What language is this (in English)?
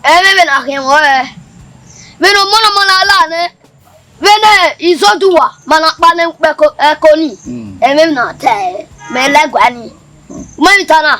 Bini